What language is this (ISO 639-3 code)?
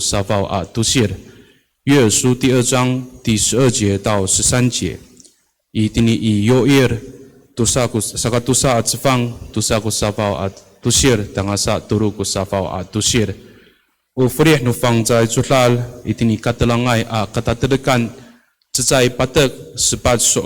ami